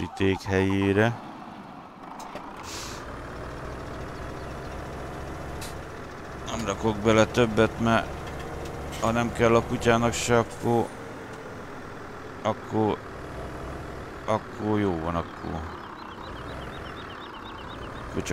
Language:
Hungarian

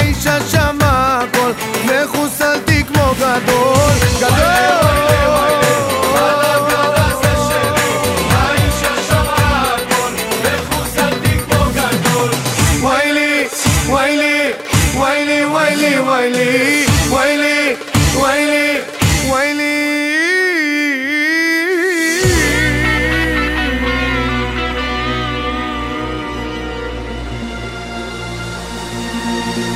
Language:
Hebrew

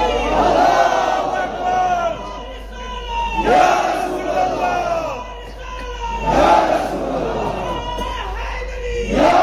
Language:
Urdu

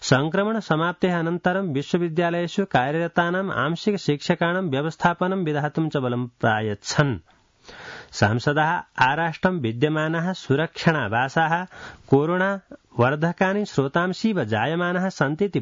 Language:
Sanskrit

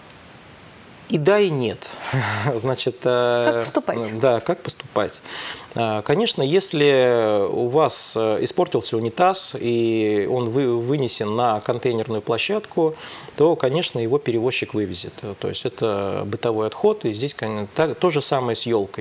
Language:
Russian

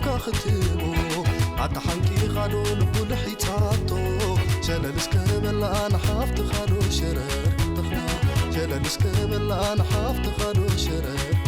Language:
Tigrinya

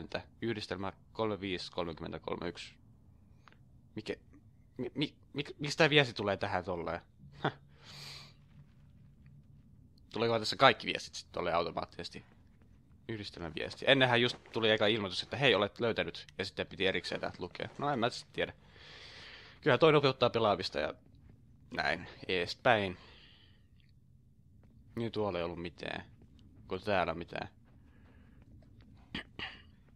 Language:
Finnish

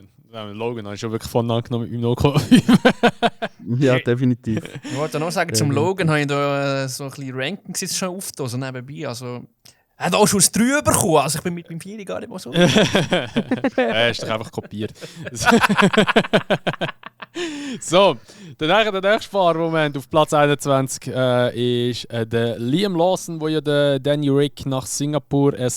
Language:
Swiss German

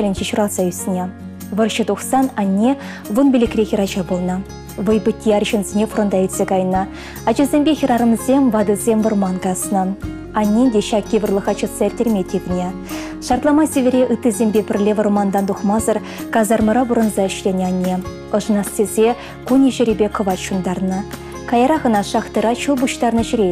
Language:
Chuvash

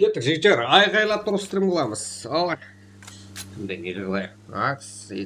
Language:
Kara-Kalpak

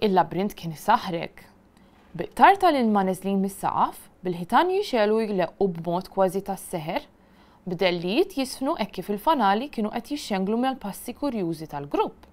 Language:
Maltese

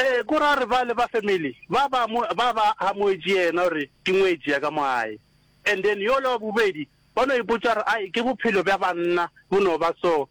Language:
Northern Sotho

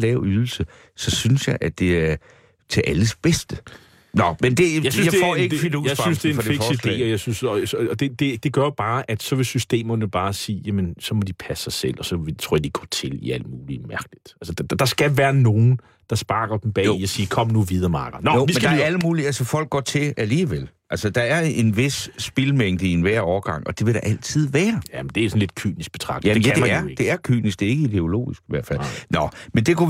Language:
Danish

